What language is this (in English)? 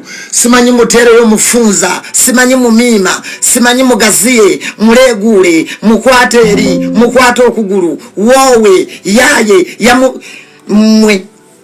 Ganda